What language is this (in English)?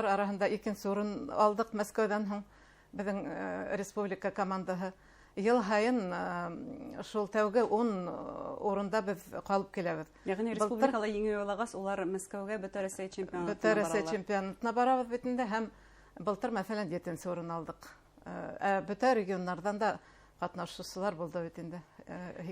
Bashkir